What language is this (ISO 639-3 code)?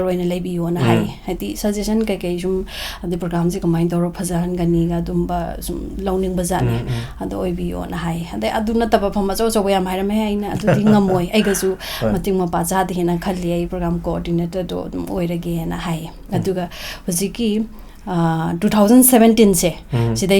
mni